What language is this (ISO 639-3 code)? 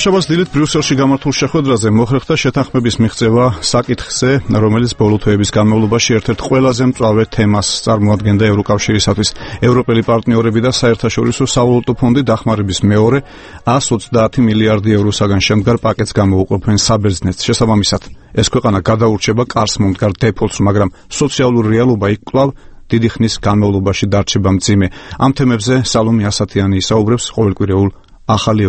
kat